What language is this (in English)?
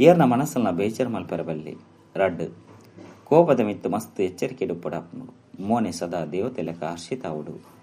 Tulu